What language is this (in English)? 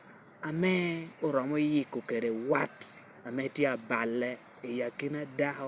Lango (Uganda)